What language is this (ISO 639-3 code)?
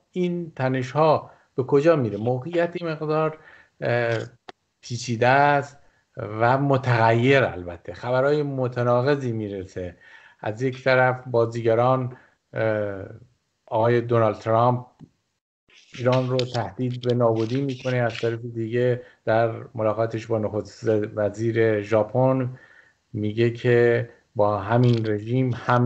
fas